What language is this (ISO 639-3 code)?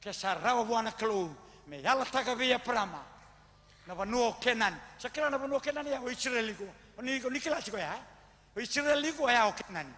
fij